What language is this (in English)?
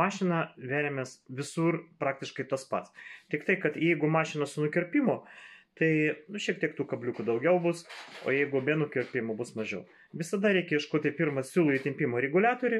Lithuanian